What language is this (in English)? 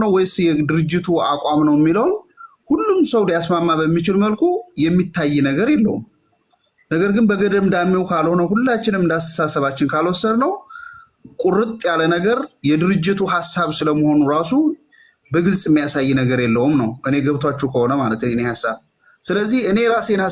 Amharic